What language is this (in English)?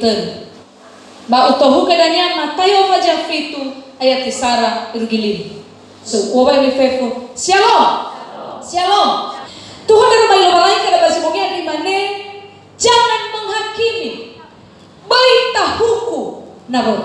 Nias